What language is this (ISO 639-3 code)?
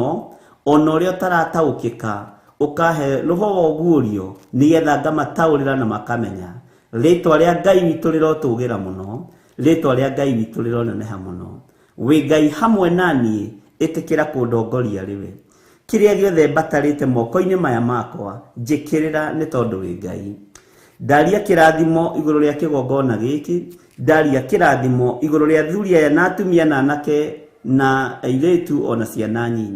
kik